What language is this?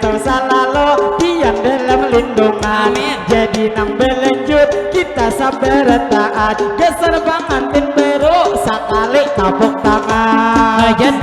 Banjar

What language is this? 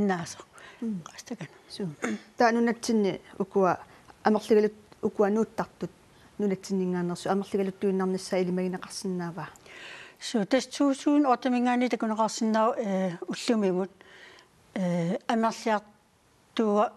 Kalaallisut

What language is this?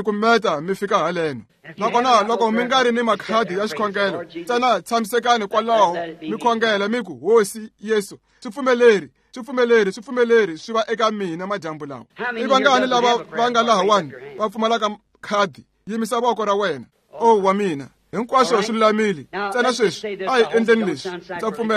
Tsonga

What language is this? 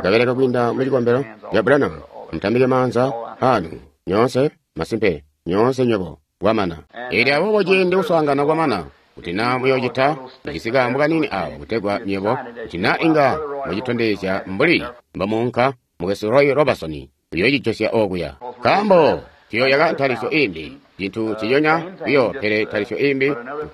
Tonga (Zambia)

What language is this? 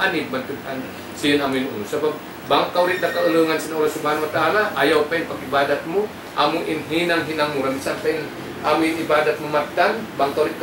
Tausug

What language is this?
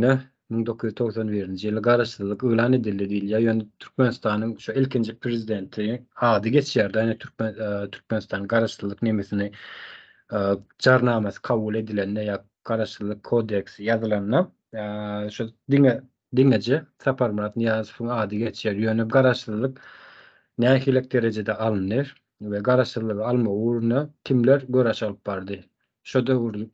Turkmen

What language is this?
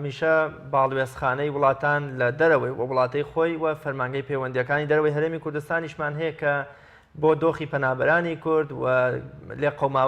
Central Kurdish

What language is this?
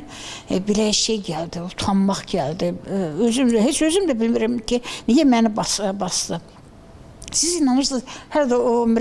Azerbaijani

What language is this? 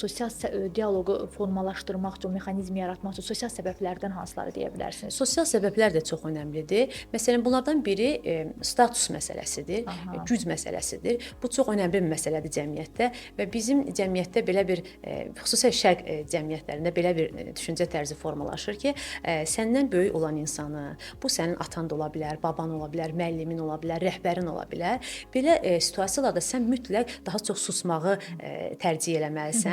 Azerbaijani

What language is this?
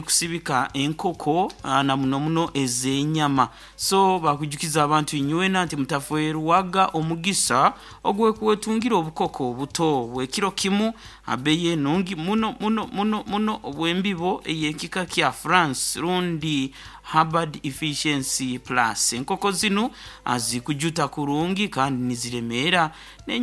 Nyoro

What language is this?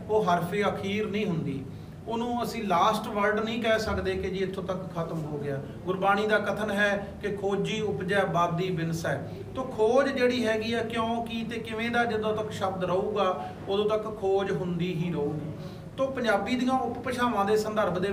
Punjabi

